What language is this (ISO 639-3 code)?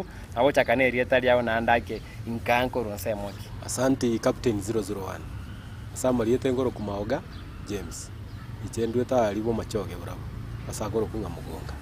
guz